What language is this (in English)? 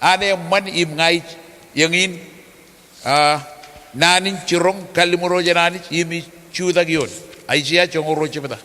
Marshallese